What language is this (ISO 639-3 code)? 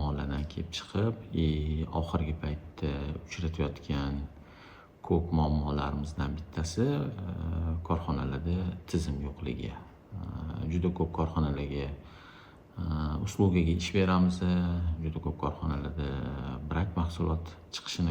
uzb